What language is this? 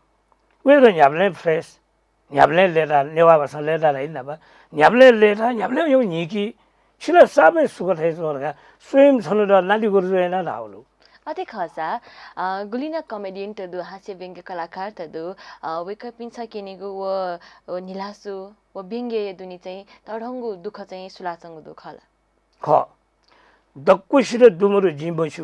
Newari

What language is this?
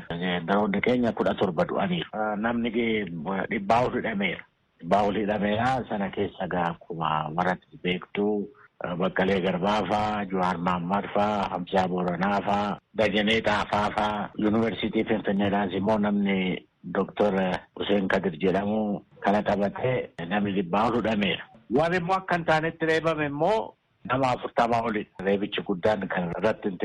Oromo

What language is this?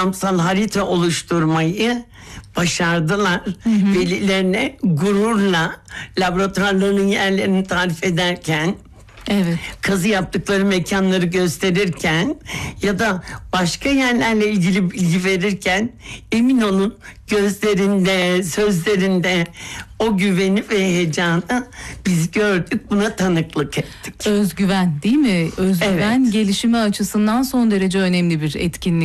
Turkish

